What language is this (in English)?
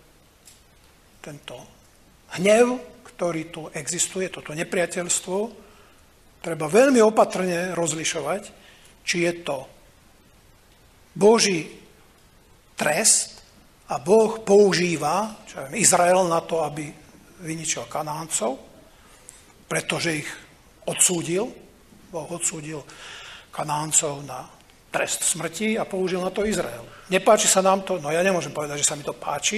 Slovak